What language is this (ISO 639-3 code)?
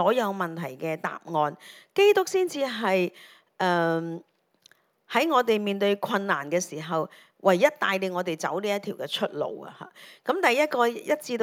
yue